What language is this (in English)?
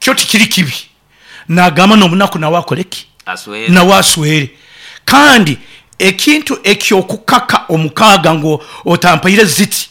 Nyoro